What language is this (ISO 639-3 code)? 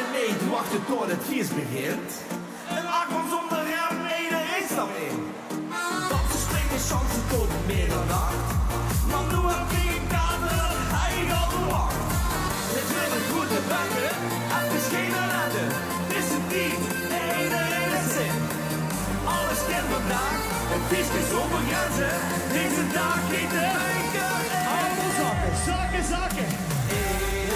lim